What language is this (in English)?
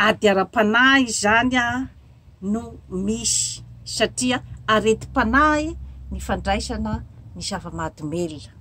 Malagasy